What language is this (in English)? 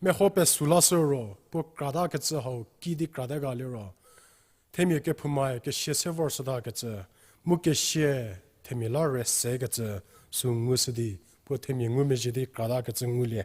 Angami Naga